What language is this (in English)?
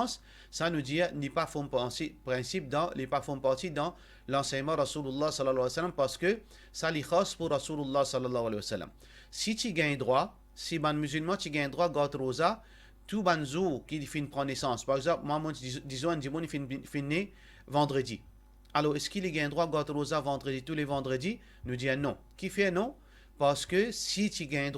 Morisyen